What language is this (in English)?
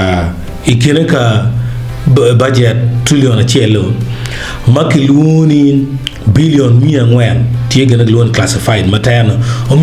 Acoli